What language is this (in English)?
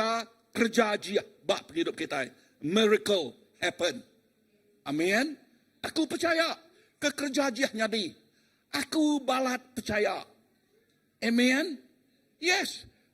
Iban